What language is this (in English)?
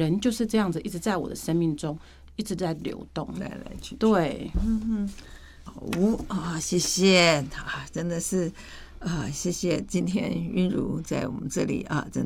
Chinese